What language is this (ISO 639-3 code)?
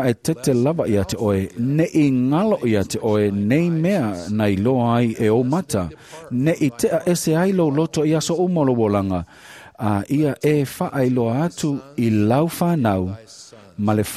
smo